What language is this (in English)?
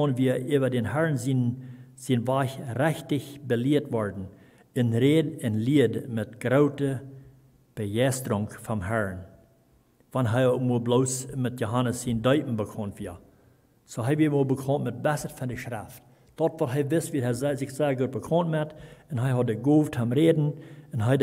Plautdietsch